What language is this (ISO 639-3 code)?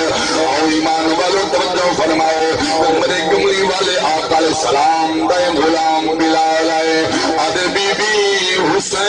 skr